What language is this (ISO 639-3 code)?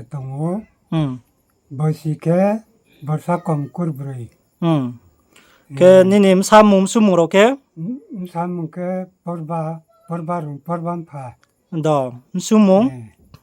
ria